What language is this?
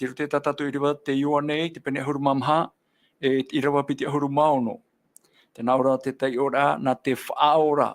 Tahitian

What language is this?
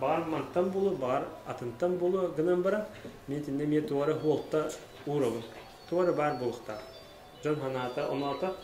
Yakut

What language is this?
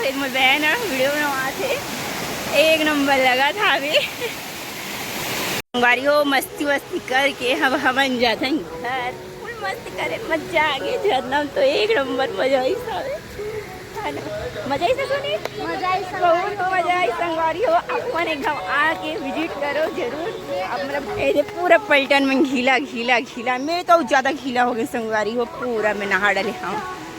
Chhattisgarhi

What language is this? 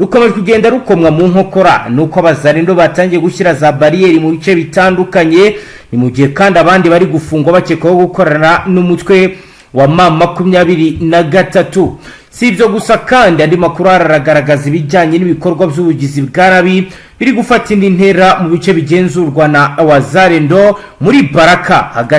Kinyarwanda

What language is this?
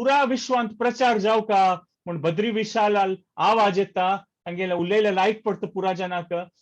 Konkani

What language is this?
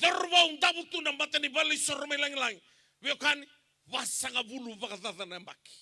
Fijian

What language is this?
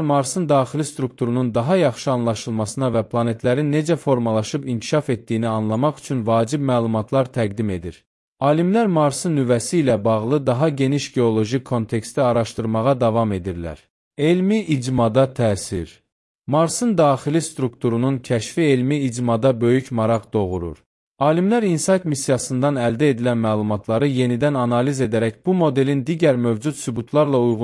Azerbaijani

